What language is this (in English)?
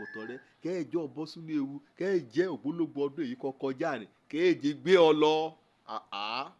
Yoruba